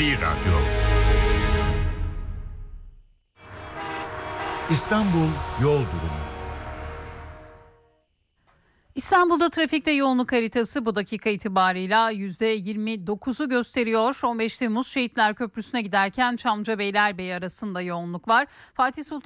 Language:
Turkish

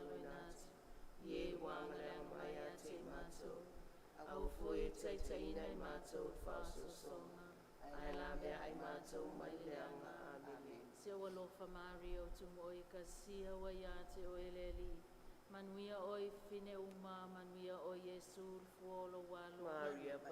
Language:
Samoan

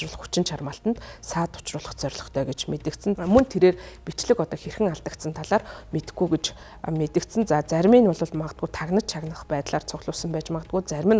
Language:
Mongolian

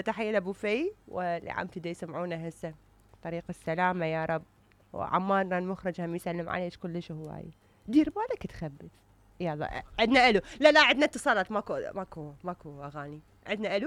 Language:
Mesopotamian Arabic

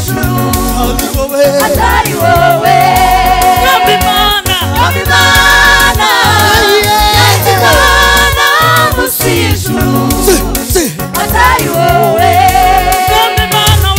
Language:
Kinyarwanda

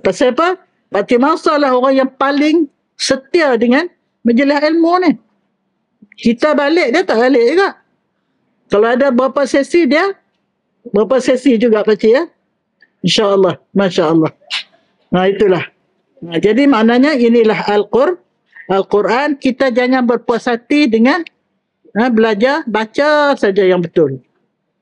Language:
Malay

